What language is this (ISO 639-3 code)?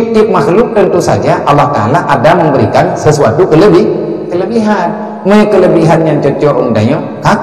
ace